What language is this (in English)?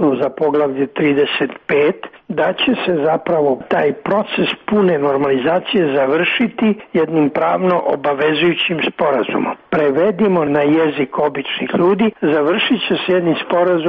Serbian